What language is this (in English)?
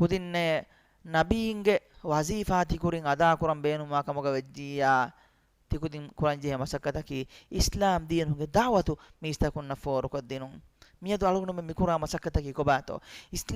Divehi